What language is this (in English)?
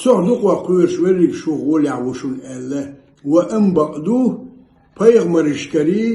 Ingush